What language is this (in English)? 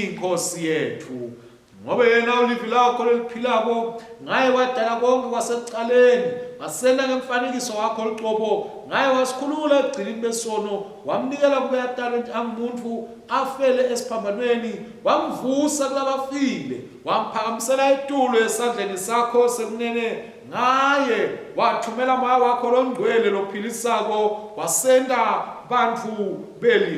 Swati